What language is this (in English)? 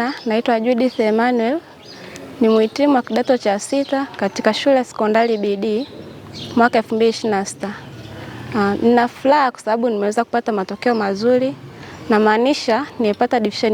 Swahili